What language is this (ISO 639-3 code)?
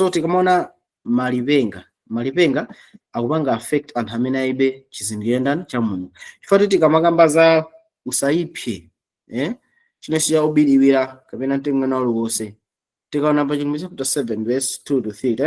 nya